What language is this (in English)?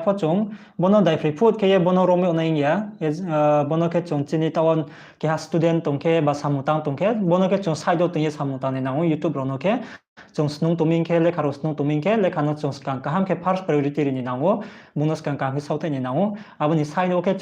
Riang (India)